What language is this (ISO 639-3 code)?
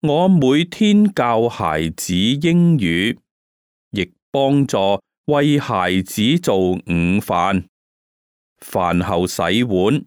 yue